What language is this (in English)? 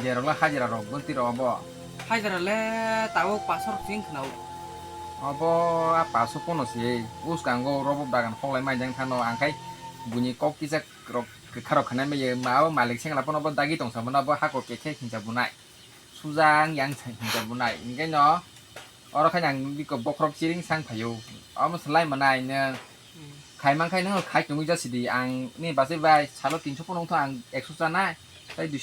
Kok Borok